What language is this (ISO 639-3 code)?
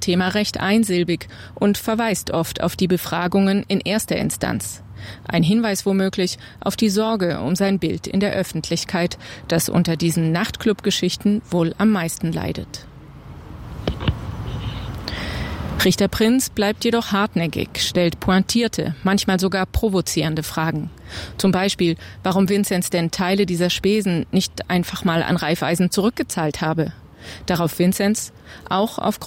deu